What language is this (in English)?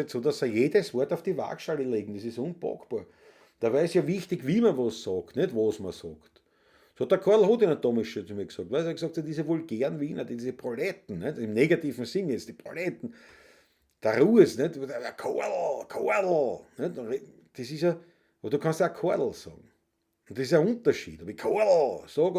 Bavarian